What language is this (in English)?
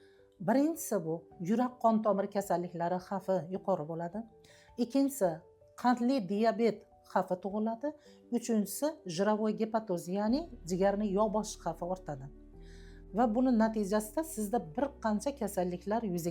Uzbek